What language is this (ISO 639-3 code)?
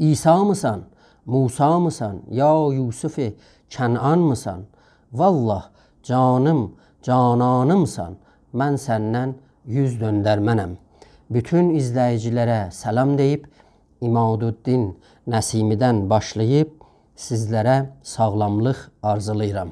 azb